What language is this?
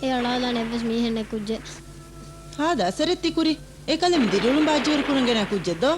Divehi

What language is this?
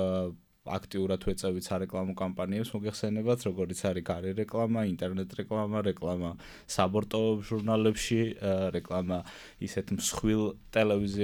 Georgian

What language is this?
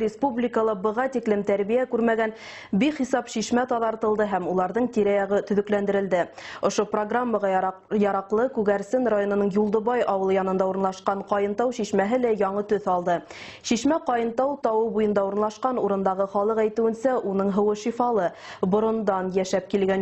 Bashkir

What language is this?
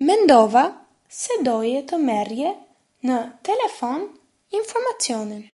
Albanian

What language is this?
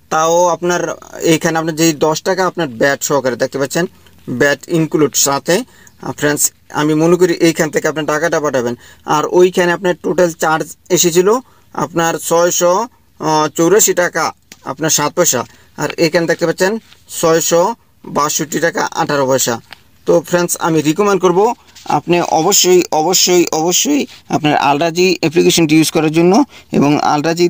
Bangla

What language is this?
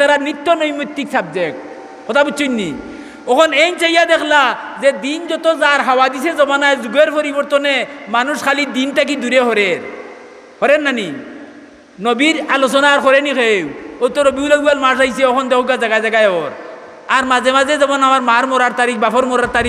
Sylheti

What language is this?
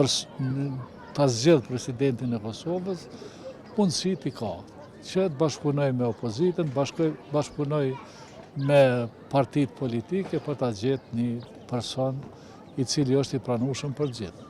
Albanian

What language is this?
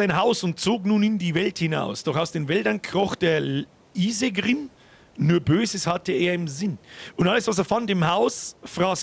Bavarian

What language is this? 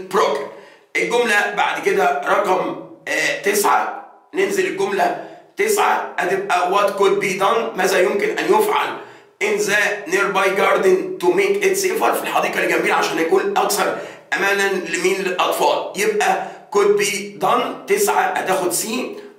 Egyptian Arabic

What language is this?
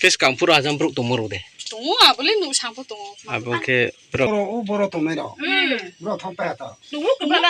Riang (India)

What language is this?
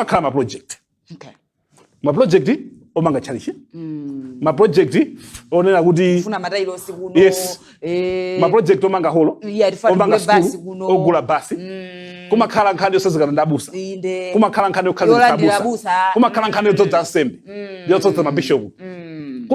Nyanja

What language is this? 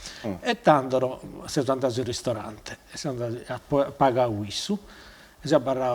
Sardinian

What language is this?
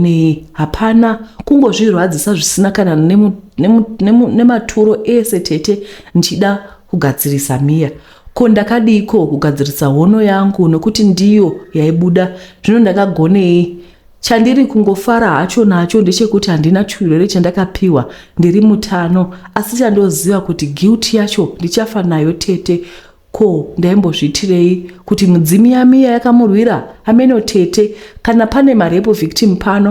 Shona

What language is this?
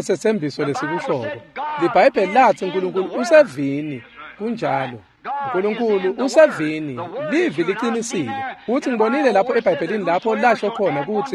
Swati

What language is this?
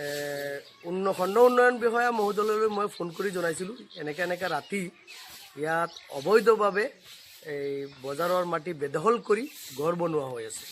Assamese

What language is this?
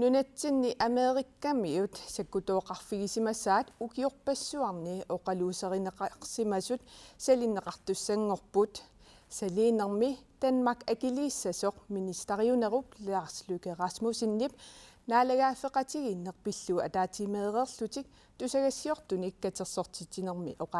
Kalaallisut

